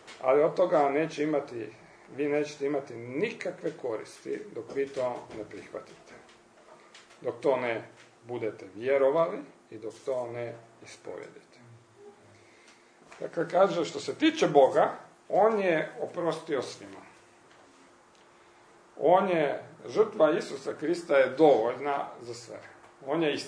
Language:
Croatian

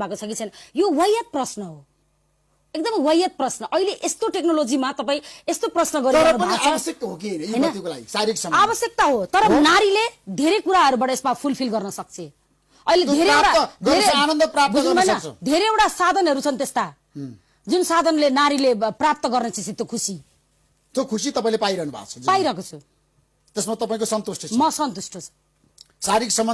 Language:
Nepali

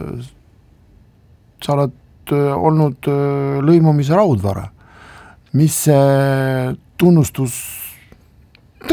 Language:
Estonian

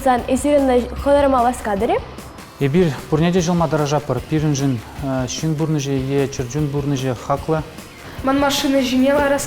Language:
Chuvash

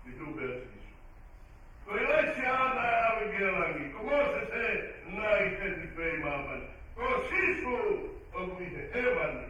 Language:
Tongan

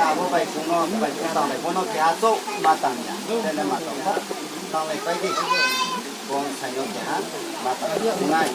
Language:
Riang (India)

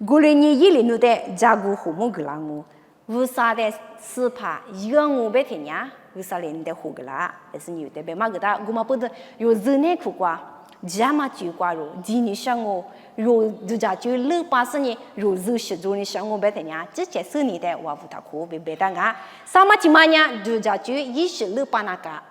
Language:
Lisu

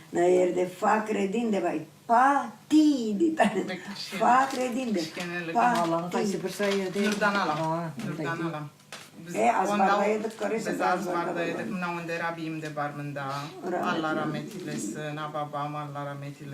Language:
Crimean Tatar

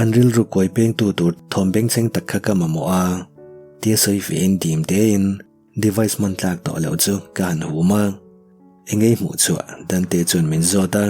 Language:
Mizo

